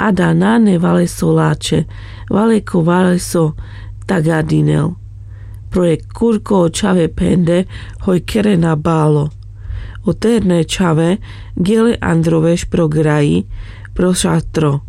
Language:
Carpathian Romani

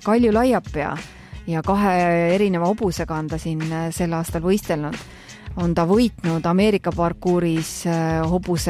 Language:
Estonian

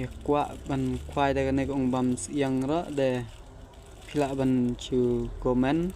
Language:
Khasi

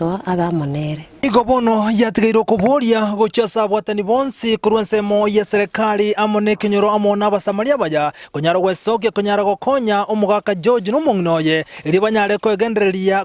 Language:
Gusii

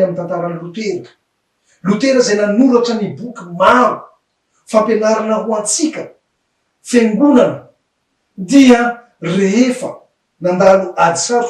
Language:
Malagasy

